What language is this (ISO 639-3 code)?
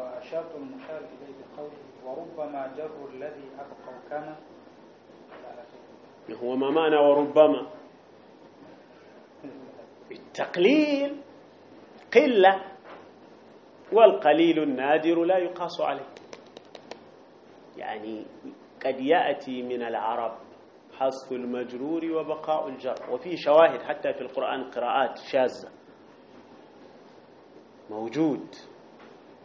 ara